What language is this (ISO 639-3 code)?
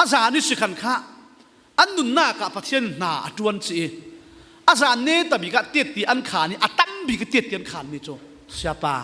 cfm